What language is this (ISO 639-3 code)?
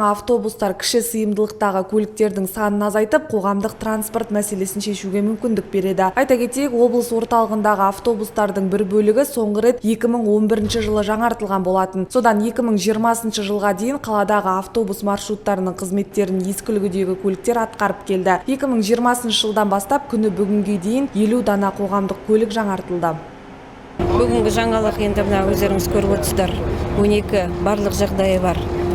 kaz